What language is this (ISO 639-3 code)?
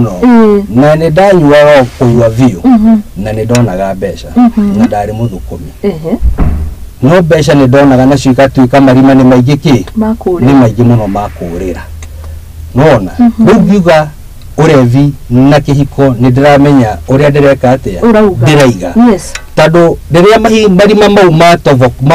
kik